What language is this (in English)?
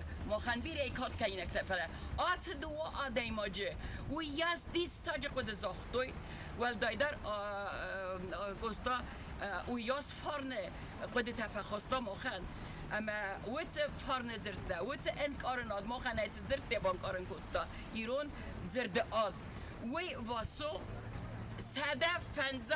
Ossetic